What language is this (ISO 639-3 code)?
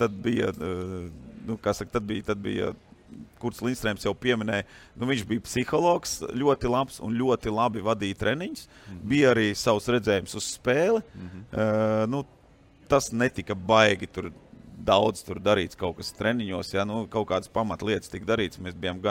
lav